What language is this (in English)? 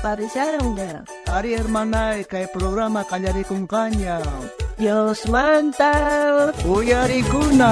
South Bolivian Quechua